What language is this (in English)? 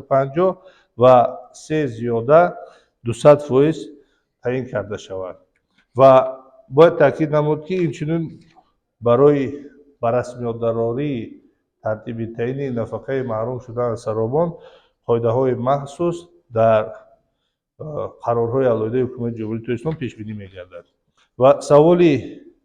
Tajik